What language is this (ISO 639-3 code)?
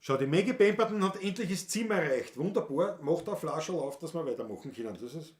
bar